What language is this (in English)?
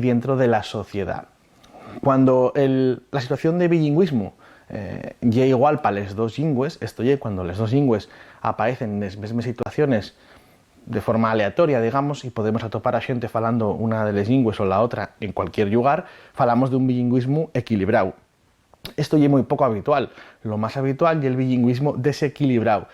Asturian